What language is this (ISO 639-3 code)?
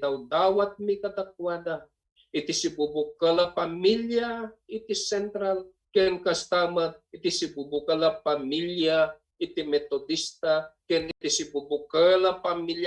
ilo